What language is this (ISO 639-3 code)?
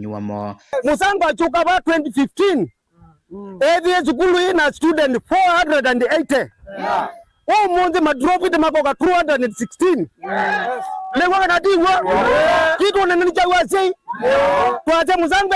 kam